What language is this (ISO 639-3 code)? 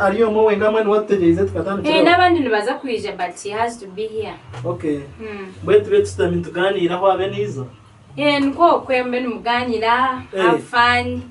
nyn